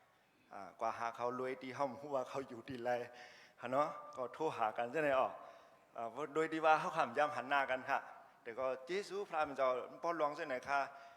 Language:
Shan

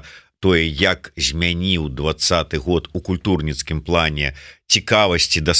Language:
Belarusian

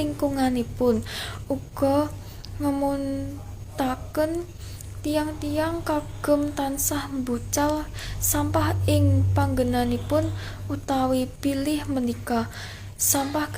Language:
Javanese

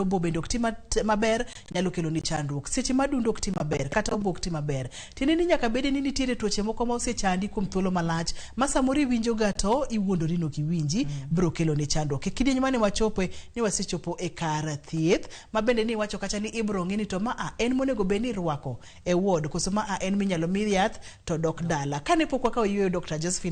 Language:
Luo (Kenya and Tanzania)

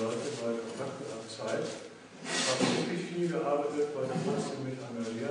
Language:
German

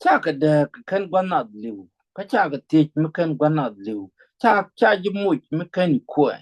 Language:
Nuer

